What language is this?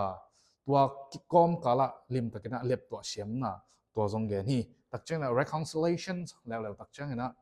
Tedim Chin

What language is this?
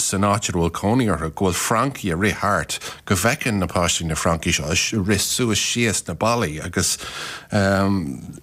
Irish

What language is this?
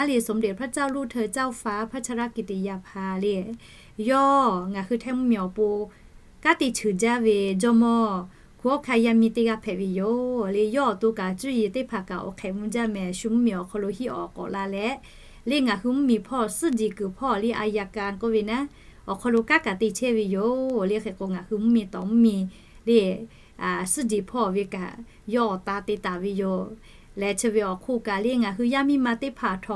Lahu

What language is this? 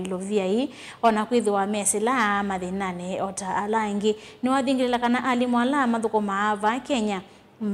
Kamba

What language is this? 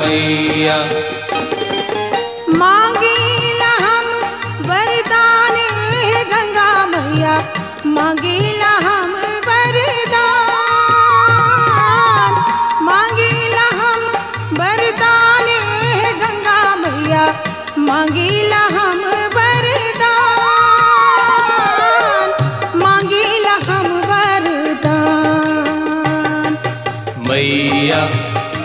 Bhojpuri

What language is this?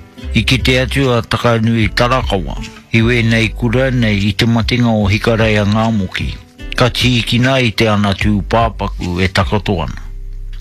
Māori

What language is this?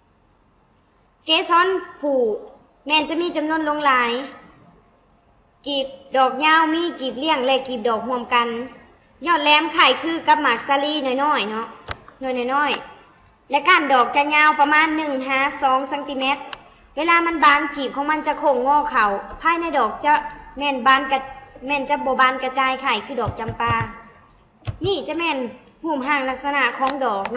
Lao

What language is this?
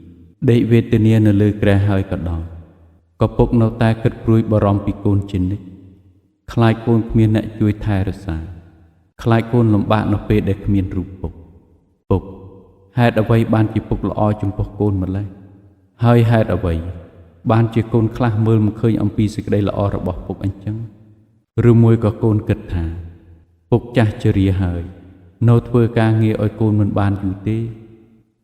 Khmer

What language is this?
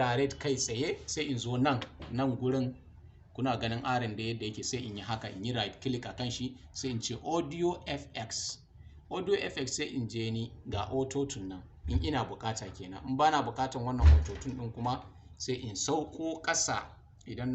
Hausa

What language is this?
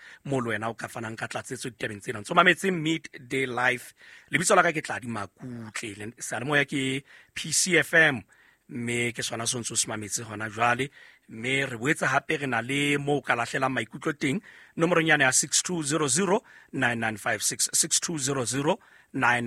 Southern Sotho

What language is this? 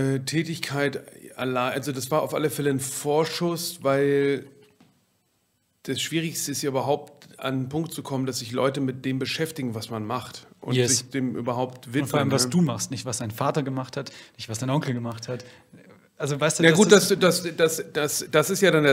German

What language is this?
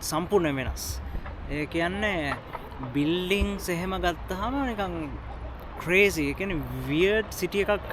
Sinhala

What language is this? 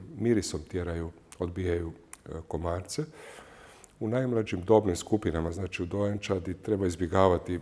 Croatian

